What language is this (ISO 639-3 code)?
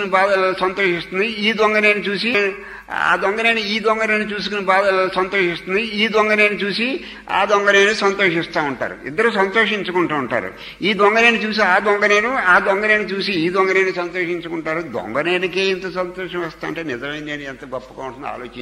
tel